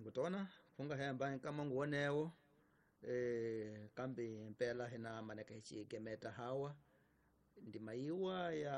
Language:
Tsonga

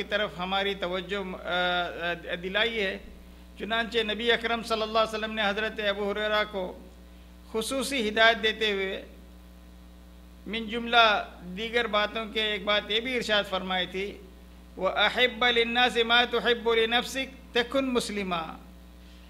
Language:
Urdu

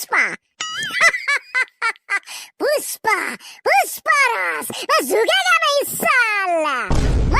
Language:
Assamese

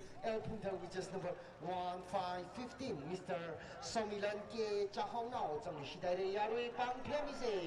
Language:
Tangkhul Naga (India)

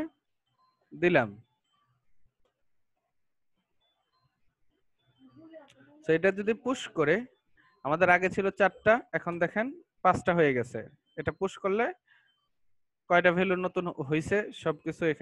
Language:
Bangla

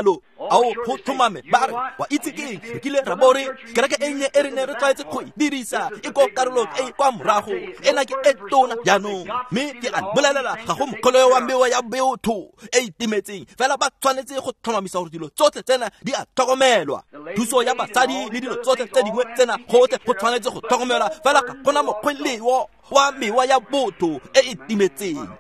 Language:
Tswana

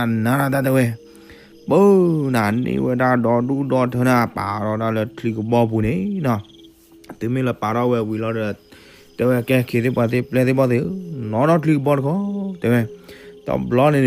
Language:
S'gaw Karen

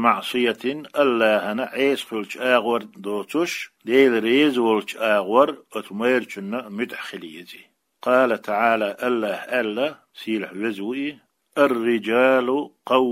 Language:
Chechen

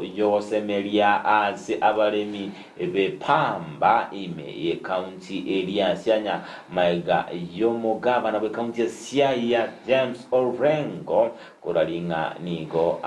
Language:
Gusii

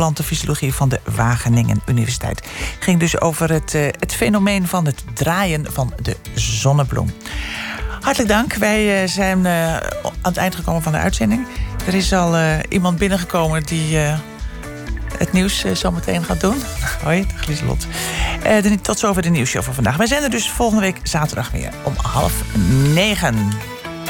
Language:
Dutch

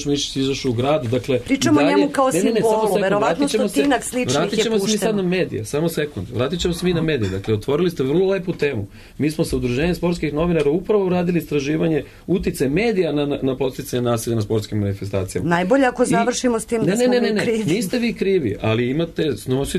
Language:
Serbian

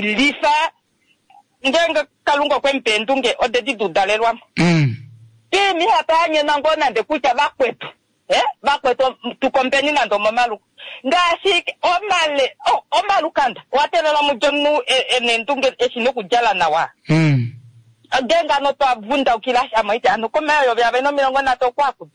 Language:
Kuanyama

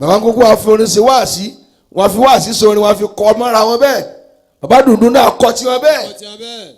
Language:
Yoruba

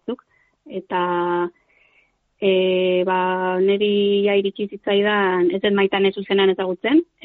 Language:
Basque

